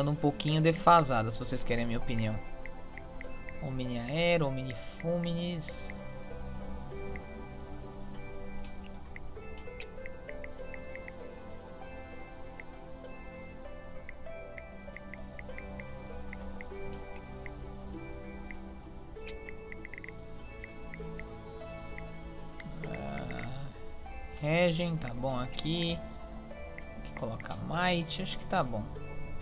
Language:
Portuguese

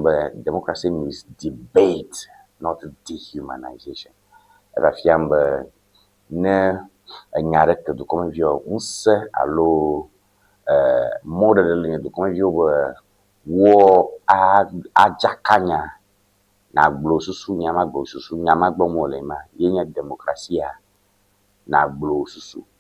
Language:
Ewe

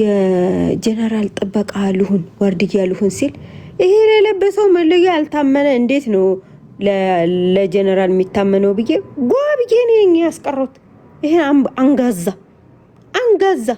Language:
Amharic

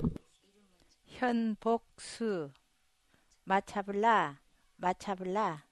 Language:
Korean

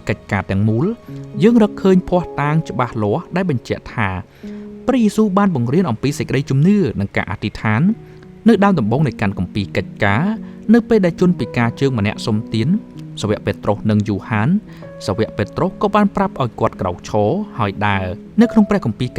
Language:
Khmer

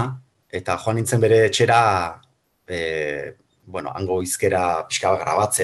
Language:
Basque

